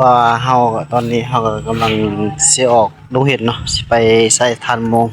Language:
Northeastern Thai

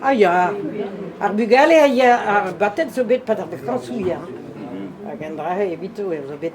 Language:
Breton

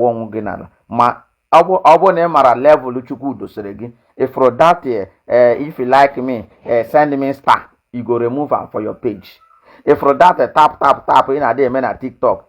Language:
Igbo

